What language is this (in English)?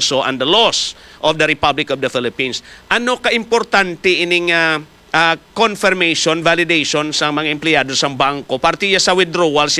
Hiligaynon